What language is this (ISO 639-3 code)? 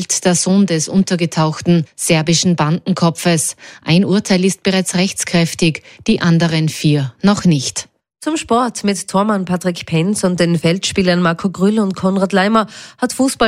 deu